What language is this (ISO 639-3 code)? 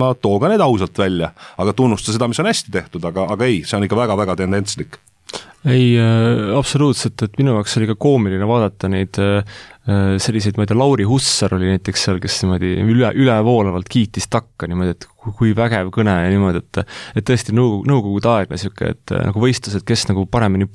est